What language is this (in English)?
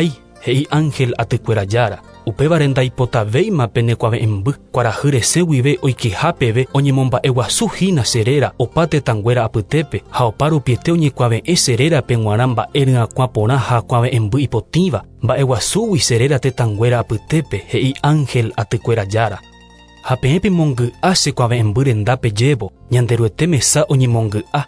Guarani